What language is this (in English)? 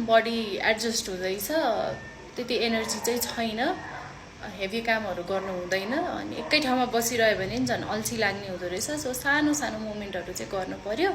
Nepali